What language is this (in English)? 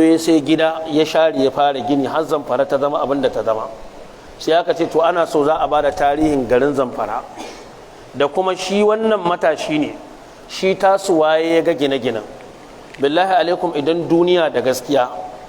Hausa